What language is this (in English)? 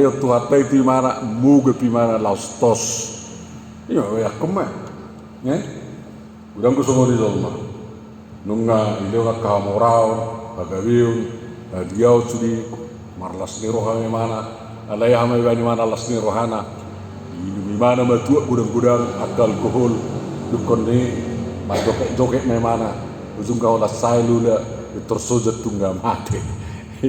Batak Toba